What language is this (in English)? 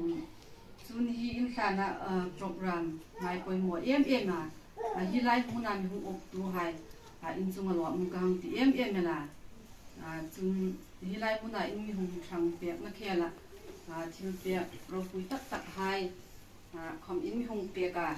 Hmar